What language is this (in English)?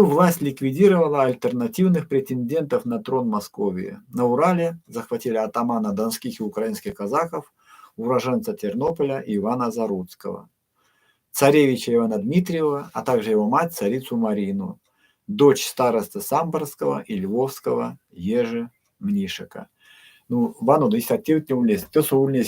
Erzya